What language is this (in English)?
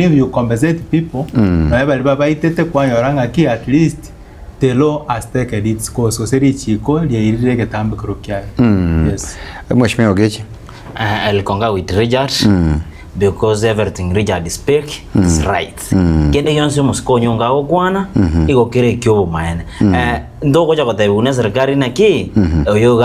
Gusii